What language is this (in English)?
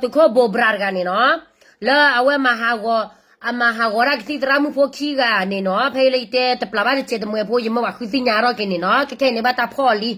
S'gaw Karen